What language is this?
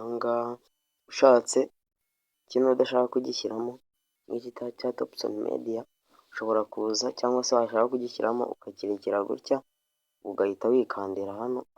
Kinyarwanda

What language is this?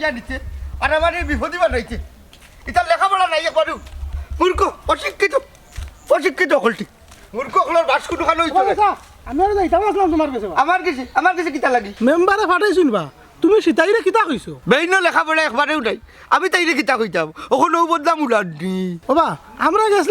Sylheti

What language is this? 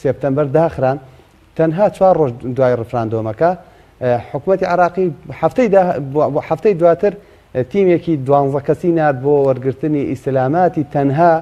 Central Kurdish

